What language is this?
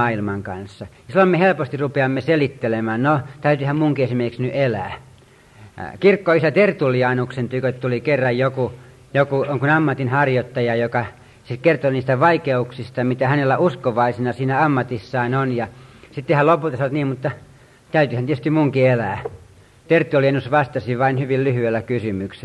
Finnish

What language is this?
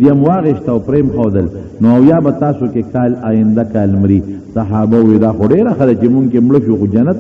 Pashto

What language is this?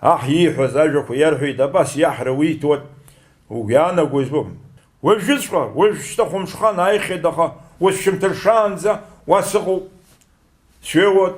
Abkhazian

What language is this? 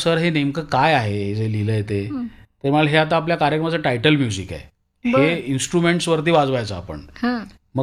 Marathi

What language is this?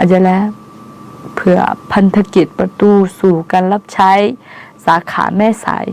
Akha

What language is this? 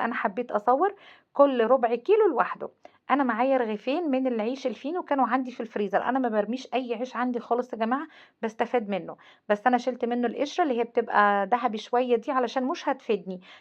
Egyptian Arabic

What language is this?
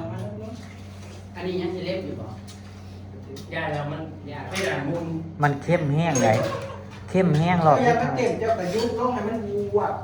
Northeastern Thai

